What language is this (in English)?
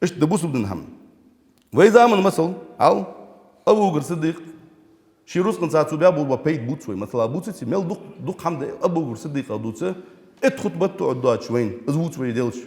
Ingush